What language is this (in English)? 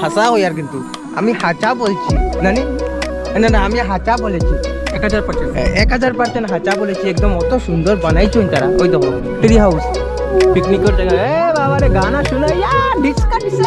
Sylheti